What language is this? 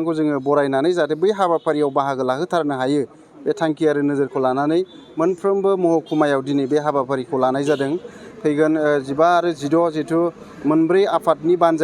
Bodo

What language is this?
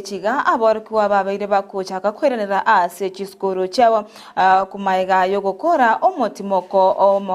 Gusii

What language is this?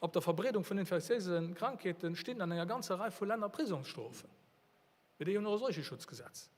Luxembourgish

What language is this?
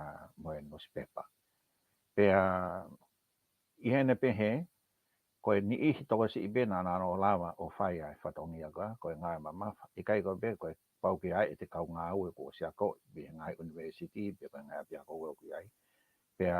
Tongan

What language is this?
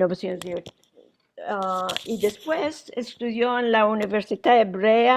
Ladino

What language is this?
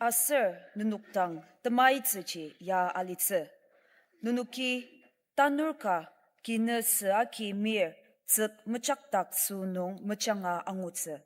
Ao Naga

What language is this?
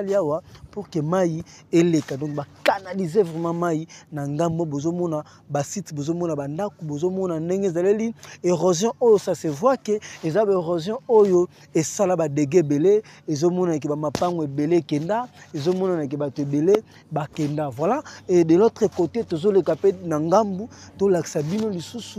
Lingala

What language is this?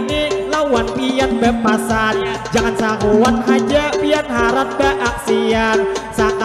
Banjar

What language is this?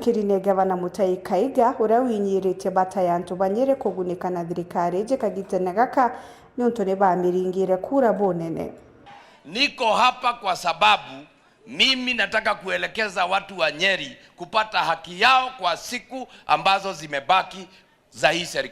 Meru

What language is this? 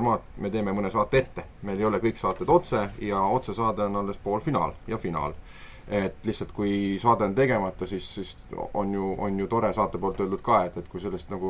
Estonian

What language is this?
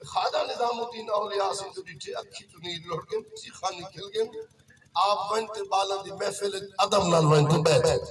Saraiki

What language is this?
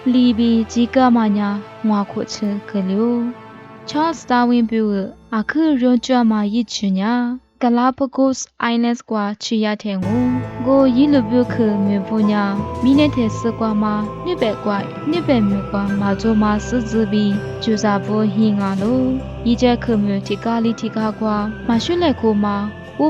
Lisu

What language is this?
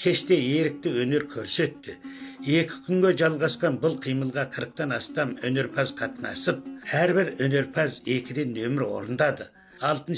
Kazakh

